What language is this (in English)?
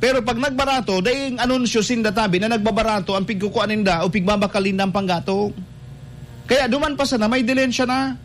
Bikol